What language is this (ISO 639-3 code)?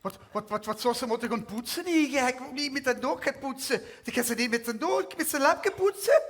lim